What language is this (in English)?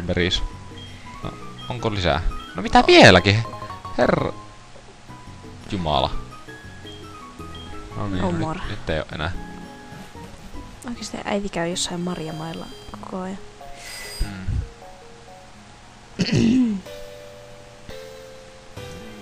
Finnish